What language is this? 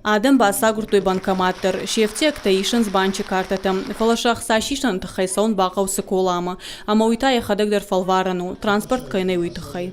Ossetic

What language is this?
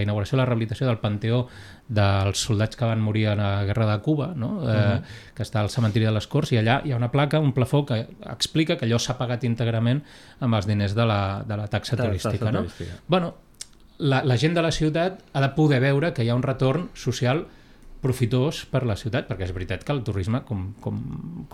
Catalan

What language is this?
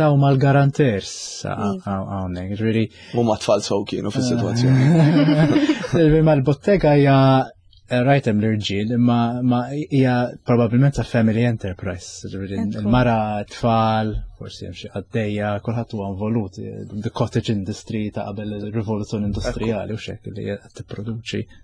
Maltese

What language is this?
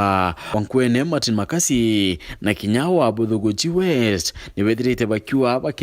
Meru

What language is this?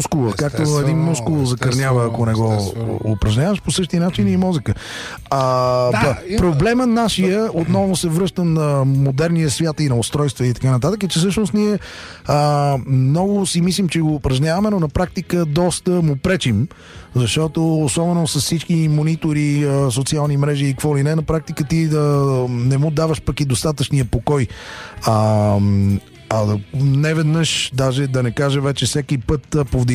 Bulgarian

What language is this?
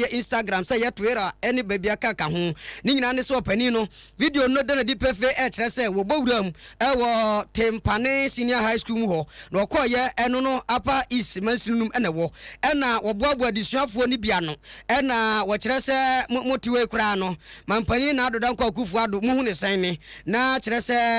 Akan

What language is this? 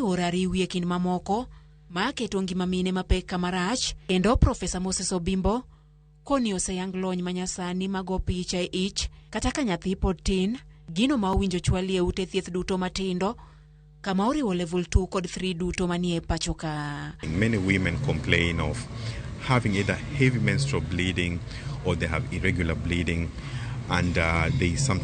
Luo (Kenya and Tanzania)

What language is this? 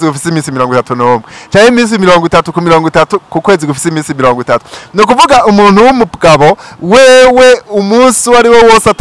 Rundi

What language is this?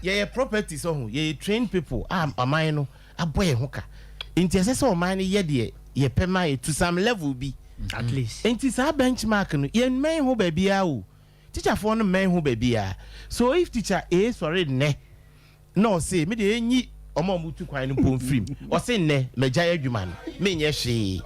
Akan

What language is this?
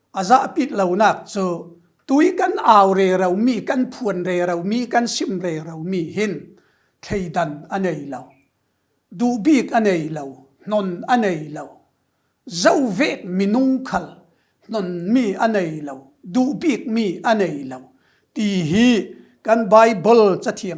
Falam Chin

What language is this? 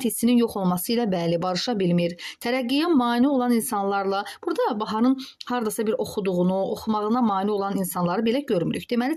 Azerbaijani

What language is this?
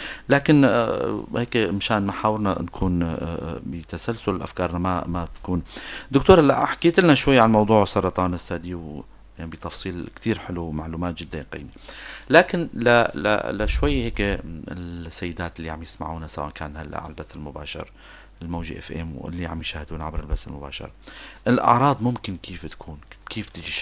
North Levantine Arabic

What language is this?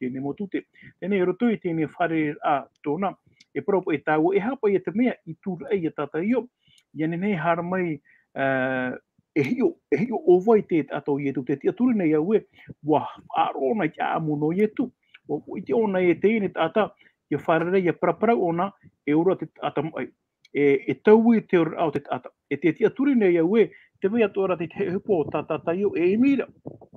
Tahitian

